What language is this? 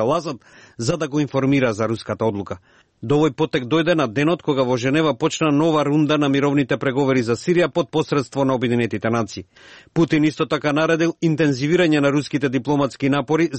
Macedonian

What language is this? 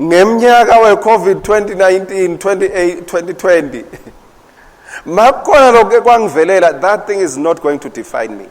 Swati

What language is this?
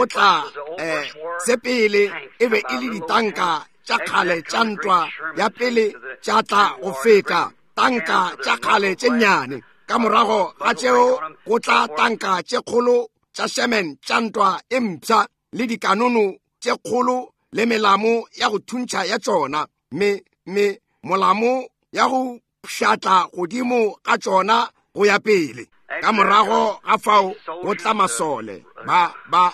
Northern Sotho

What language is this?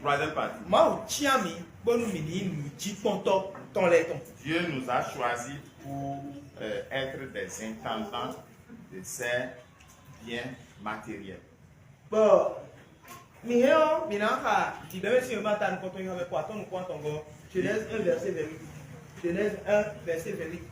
Fon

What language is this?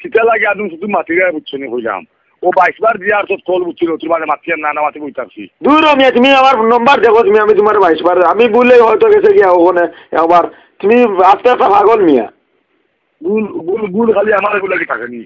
Sylheti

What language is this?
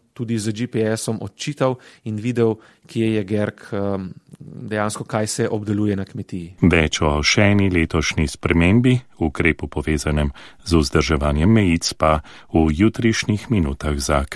Slovenian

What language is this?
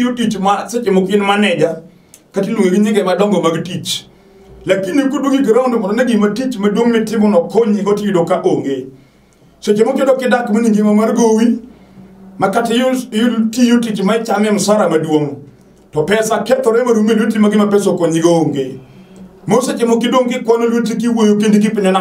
Luo (Kenya and Tanzania)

